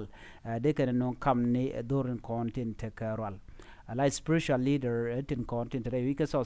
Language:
Nuer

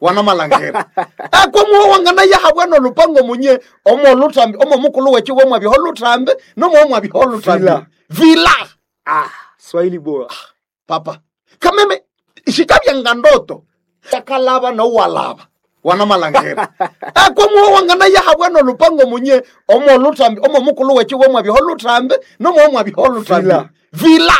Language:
Nande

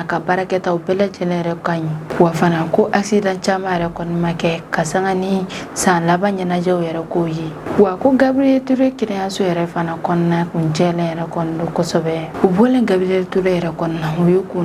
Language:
Bambara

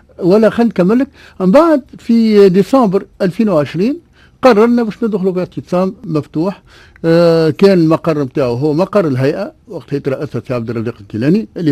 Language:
Tunisian Arabic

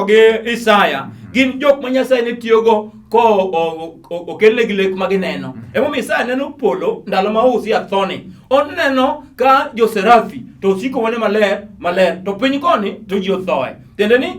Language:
Luo (Kenya and Tanzania)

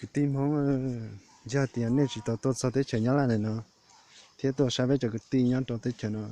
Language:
Hmong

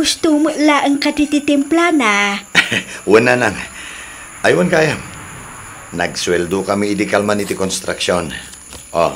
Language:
Iloko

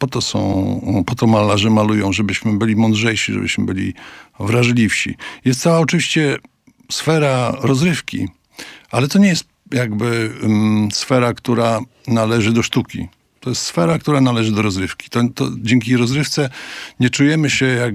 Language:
Polish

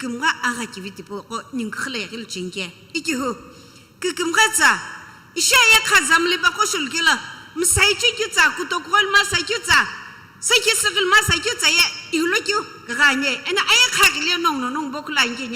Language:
Sumi Naga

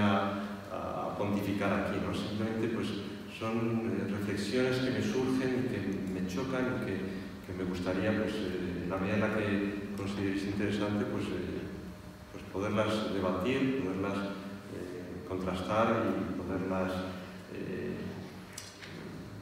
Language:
Spanish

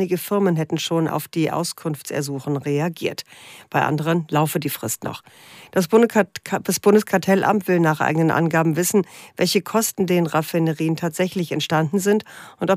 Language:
German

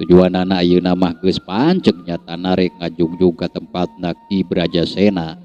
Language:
Sundanese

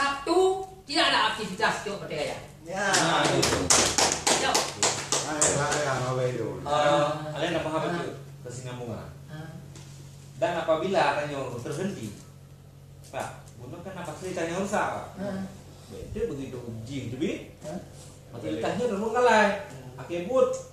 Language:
Achinese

